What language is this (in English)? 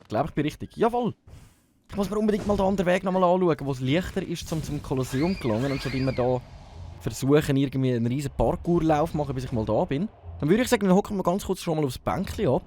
Swiss German